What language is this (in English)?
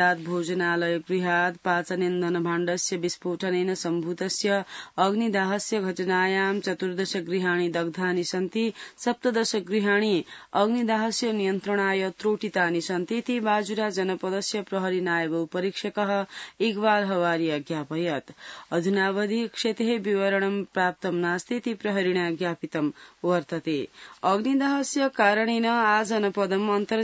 Sanskrit